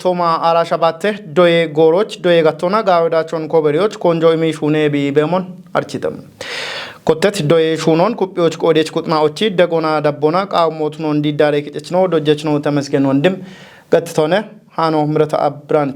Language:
Kafa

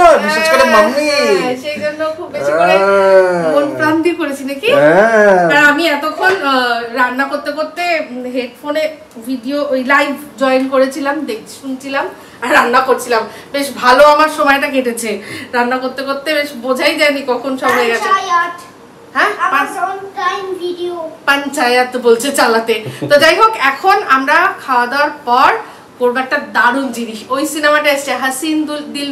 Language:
Bangla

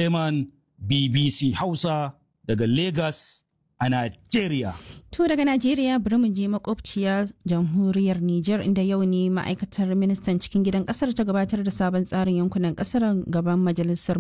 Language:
Hausa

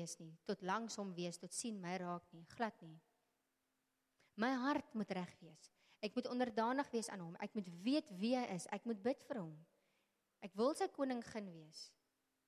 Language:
Afrikaans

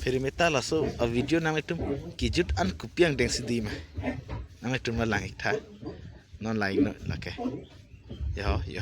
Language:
Karbi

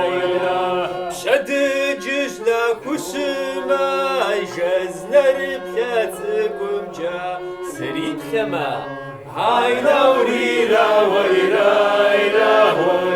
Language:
Kabardian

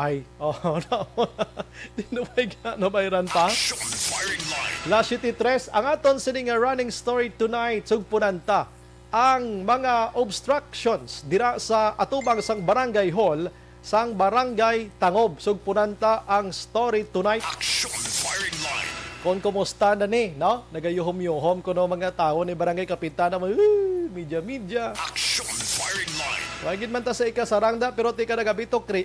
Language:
Hiligaynon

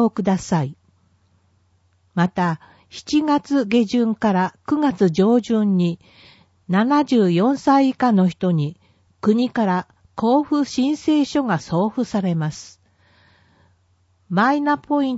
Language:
Japanese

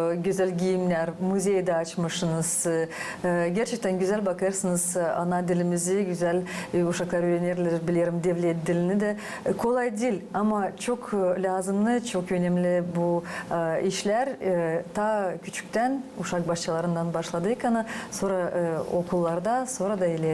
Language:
Gagauz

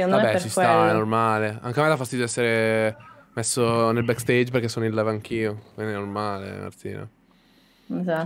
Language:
Italian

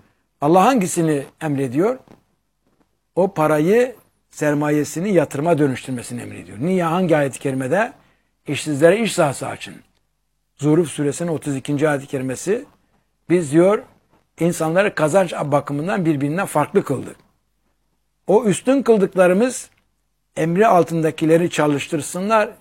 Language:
Turkish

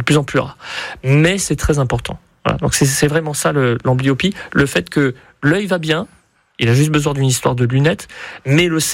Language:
French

